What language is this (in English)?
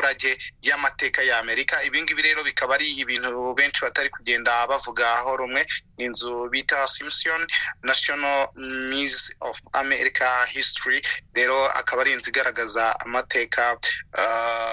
Kinyarwanda